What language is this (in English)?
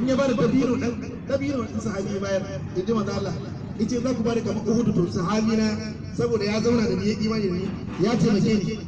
Hausa